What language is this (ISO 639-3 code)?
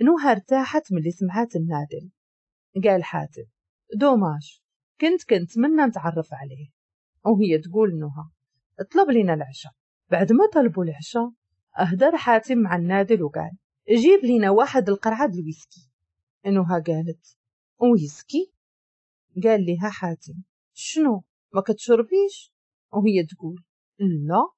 ary